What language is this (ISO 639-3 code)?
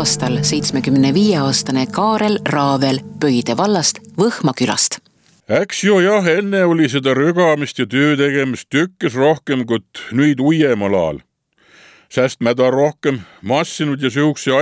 est